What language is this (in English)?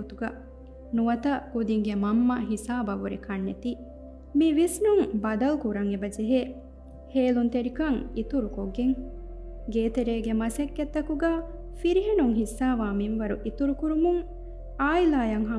Divehi